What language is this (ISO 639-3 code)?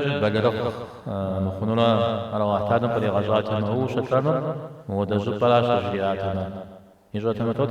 kbd